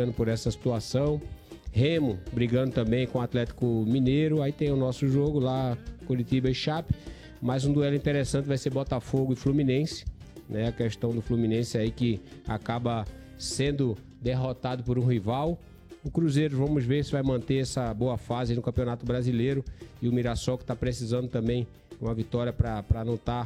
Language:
Portuguese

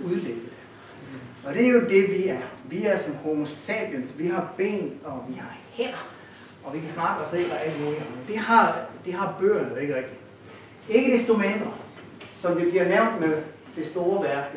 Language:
Danish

